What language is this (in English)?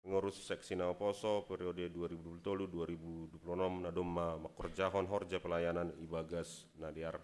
Batak Simalungun